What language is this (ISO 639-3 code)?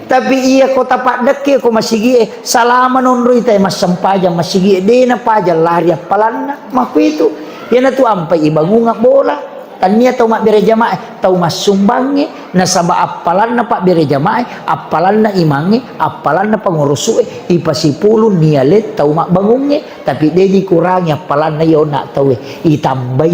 bug